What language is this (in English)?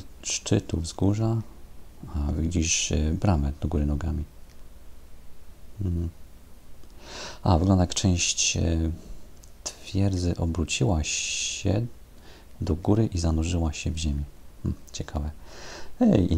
Polish